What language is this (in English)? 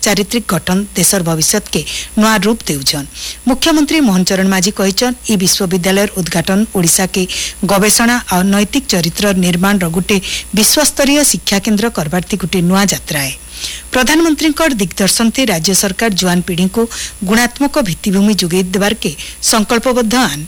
Odia